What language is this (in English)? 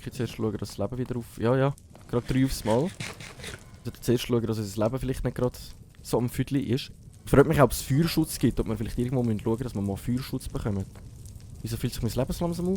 Swiss German